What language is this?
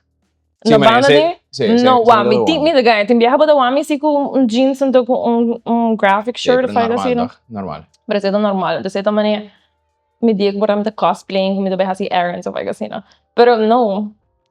Papiamento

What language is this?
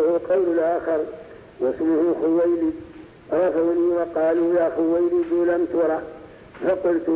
Arabic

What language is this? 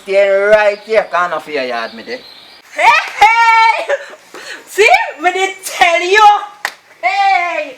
Jamaican Creole English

